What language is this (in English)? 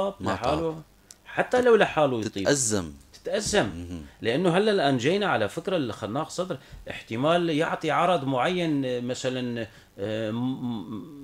North Levantine Arabic